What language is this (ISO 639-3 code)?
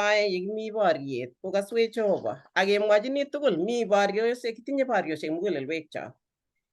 kln